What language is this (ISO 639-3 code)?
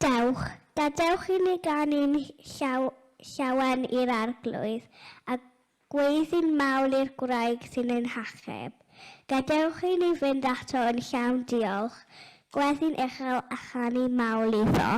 cym